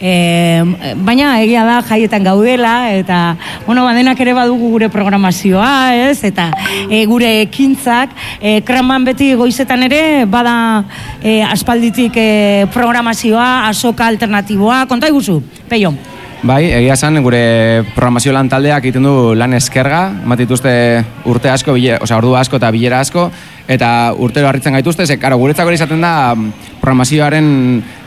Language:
Basque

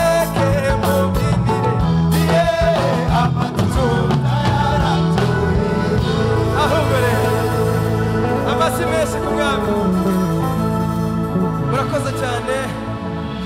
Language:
Kinyarwanda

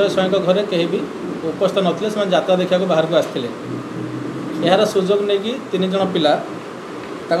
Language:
Odia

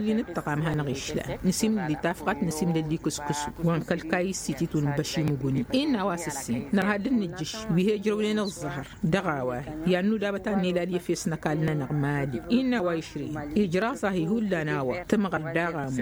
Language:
Tamasheq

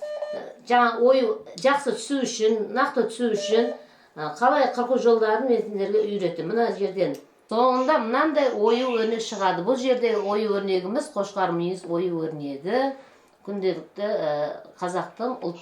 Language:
Kazakh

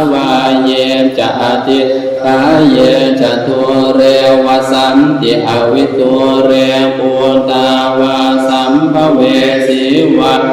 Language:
Pali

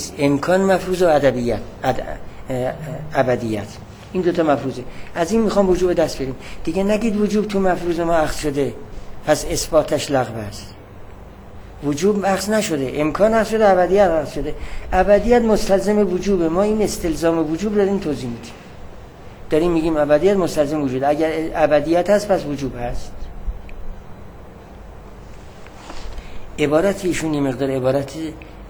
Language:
Persian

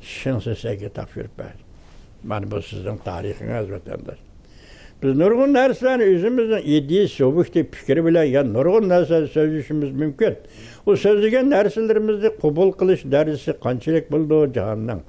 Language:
Uyghur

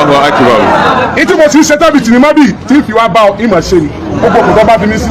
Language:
Yoruba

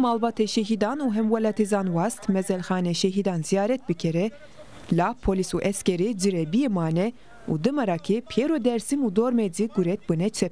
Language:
Zaza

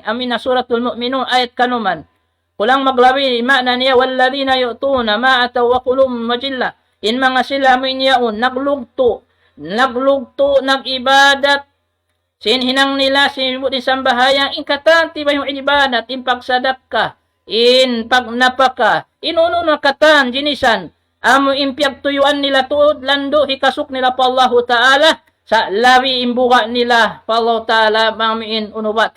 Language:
Tausug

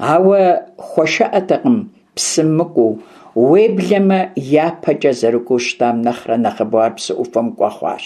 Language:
Kabardian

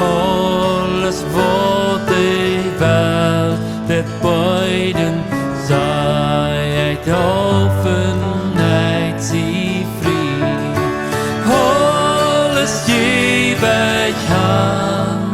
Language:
Plautdietsch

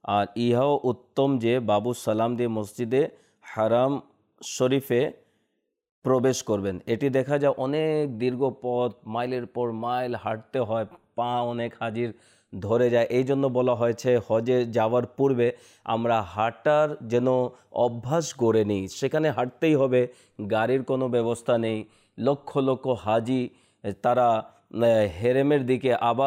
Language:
Bangla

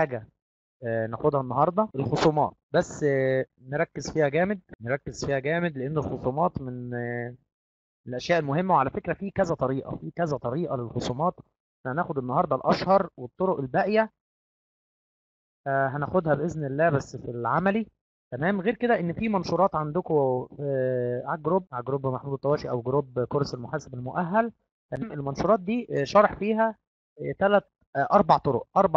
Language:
Egyptian Arabic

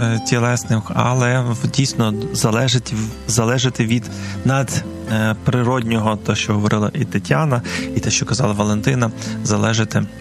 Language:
Ukrainian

